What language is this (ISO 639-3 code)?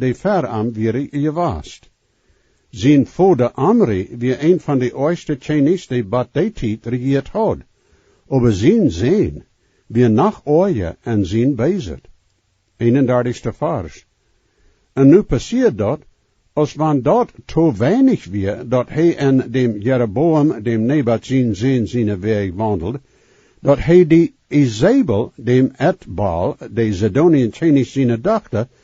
pdt